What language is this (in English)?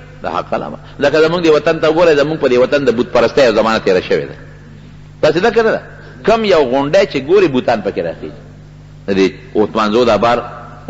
Pashto